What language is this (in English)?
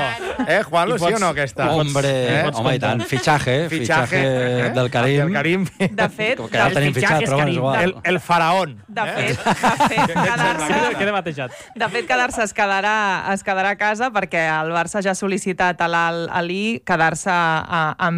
Catalan